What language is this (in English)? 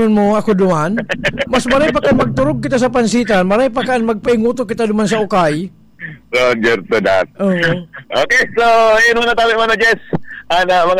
Bikol